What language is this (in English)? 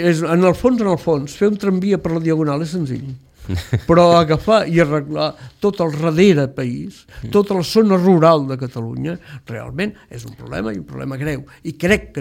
Catalan